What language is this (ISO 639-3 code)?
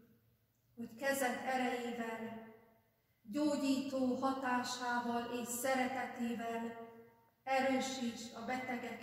hun